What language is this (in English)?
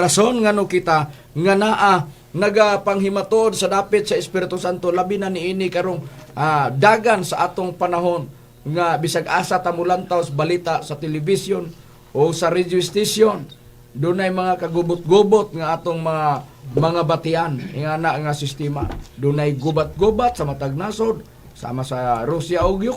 Cebuano